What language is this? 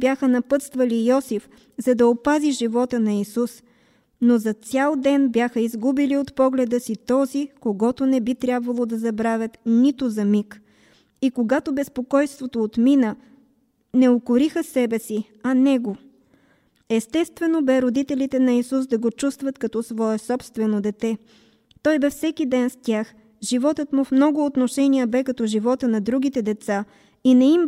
Bulgarian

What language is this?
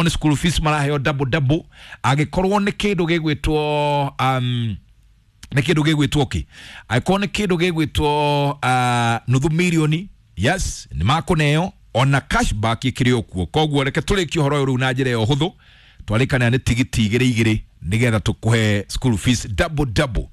Kikuyu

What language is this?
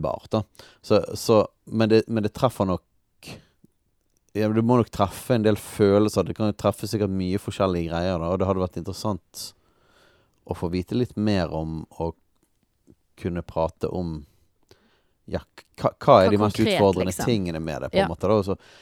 Norwegian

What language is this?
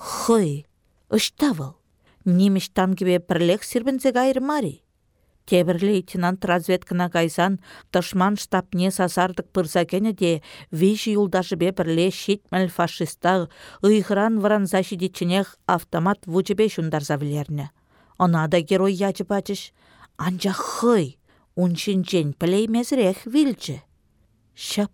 Chuvash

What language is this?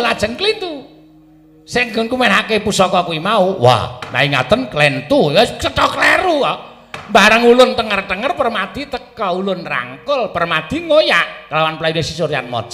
Javanese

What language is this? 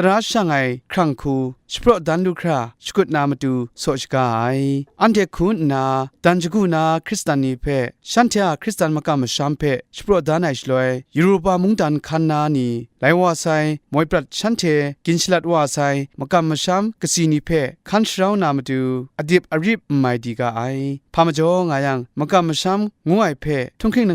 Kachin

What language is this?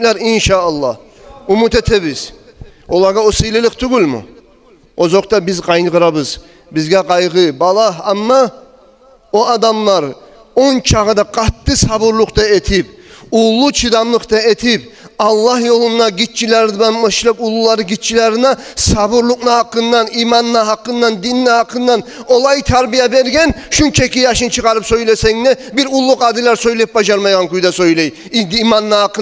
Kumyk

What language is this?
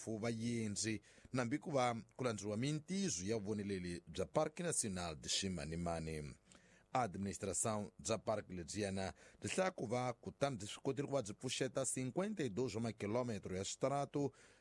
Tsonga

